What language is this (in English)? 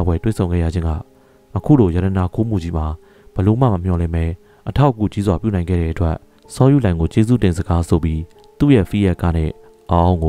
Burmese